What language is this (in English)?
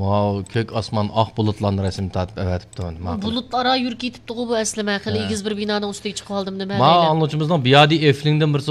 Uyghur